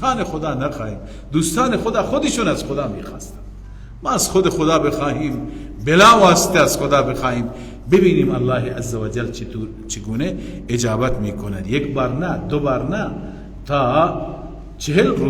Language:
Persian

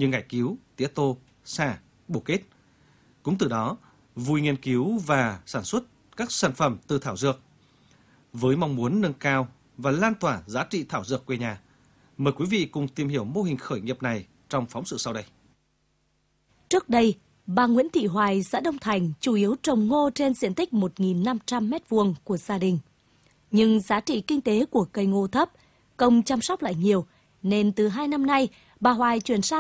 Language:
Vietnamese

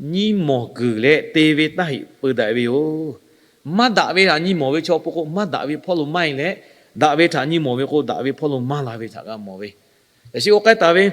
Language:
Lahu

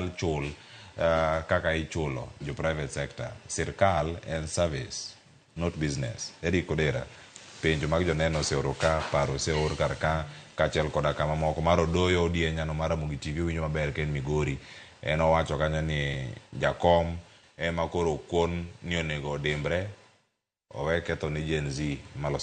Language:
Luo (Kenya and Tanzania)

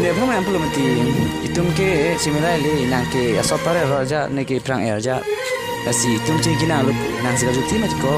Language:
Karbi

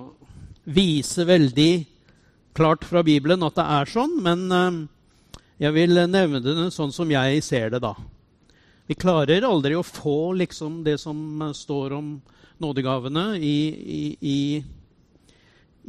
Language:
Norwegian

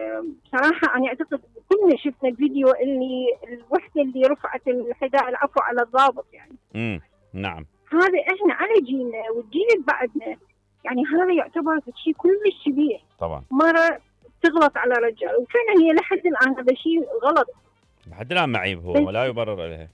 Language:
Mesopotamian Arabic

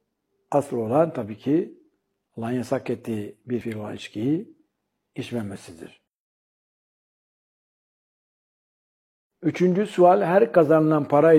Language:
Turkish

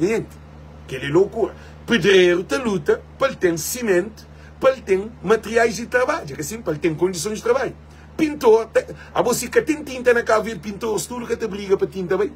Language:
Kabuverdianu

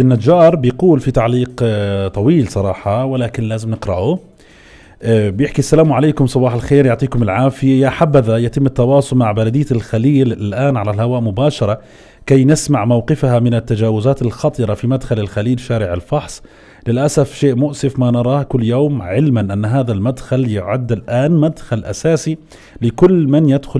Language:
North Levantine Arabic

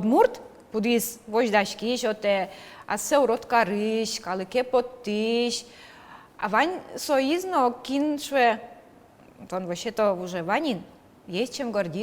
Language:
Udmurt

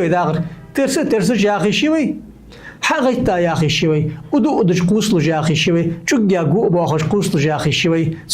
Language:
Ingush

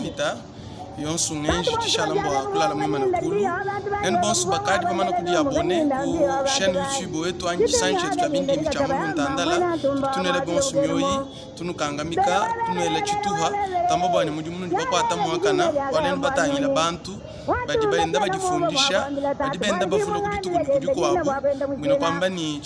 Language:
Luba-Lulua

